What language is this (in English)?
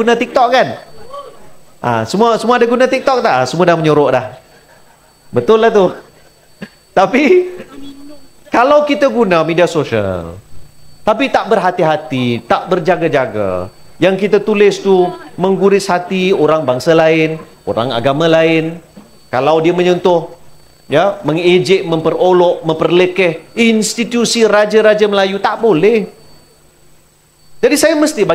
Malay